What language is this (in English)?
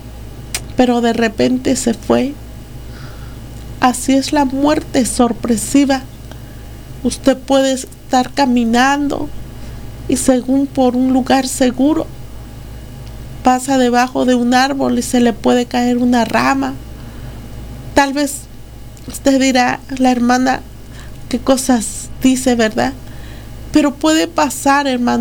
Spanish